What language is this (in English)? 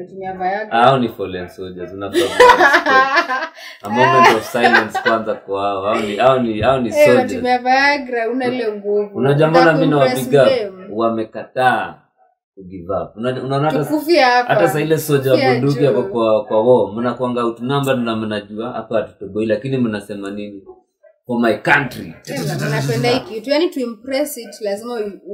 Swahili